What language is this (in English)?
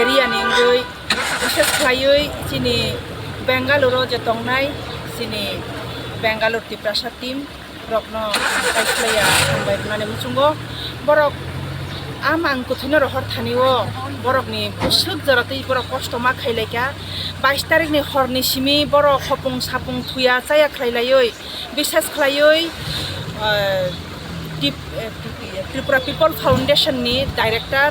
Kok Borok